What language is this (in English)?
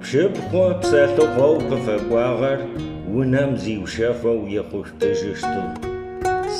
Adyghe